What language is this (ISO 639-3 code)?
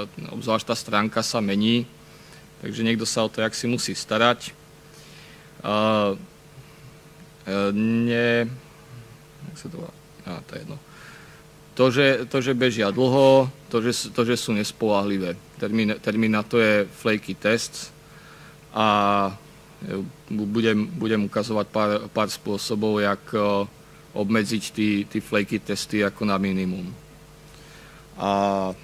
slk